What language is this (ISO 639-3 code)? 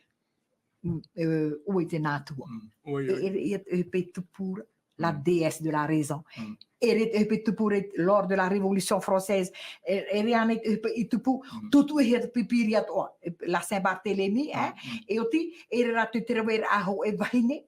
tah